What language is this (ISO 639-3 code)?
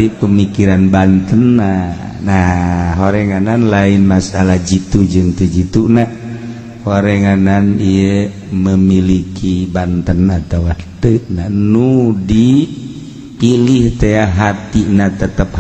sun